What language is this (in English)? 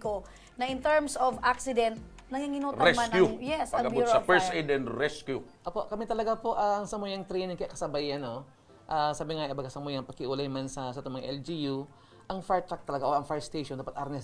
Bikol